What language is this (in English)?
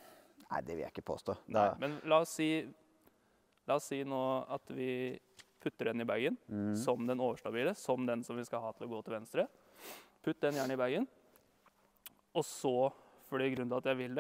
Norwegian